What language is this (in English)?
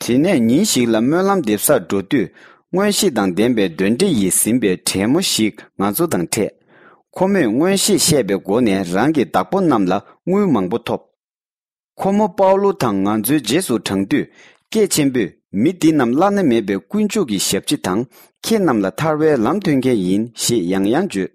Tibetan